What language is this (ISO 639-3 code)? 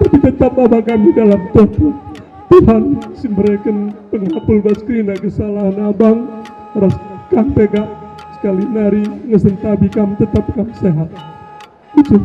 btx